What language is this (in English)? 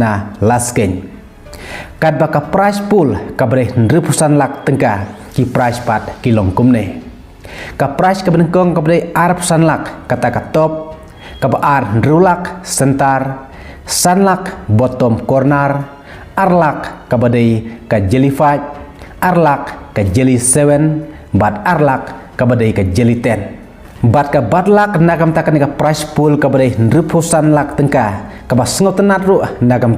Khasi